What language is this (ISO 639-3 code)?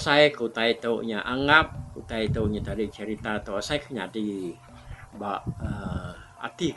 iba